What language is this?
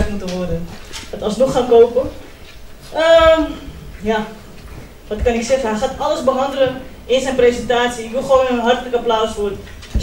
Dutch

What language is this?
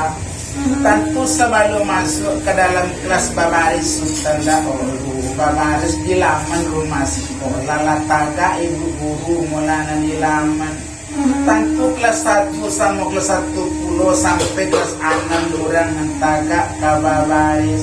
Minangkabau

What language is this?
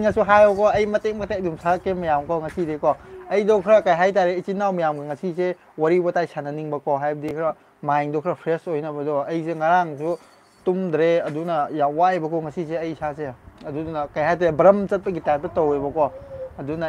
Manipuri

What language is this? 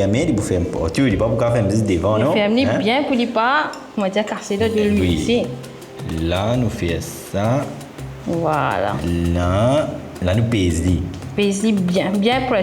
Morisyen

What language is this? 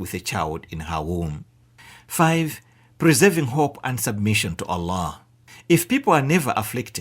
English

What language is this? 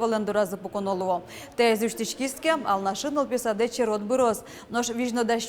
Udmurt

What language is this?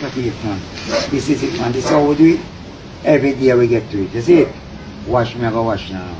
Jamaican Creole English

